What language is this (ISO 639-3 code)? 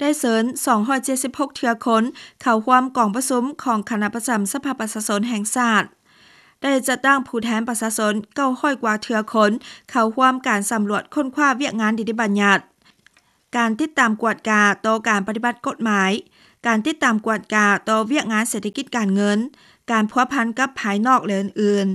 lao